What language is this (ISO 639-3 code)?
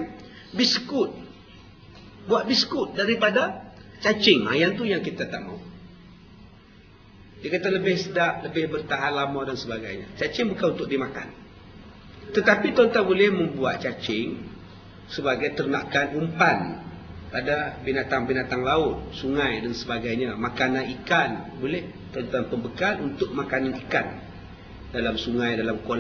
msa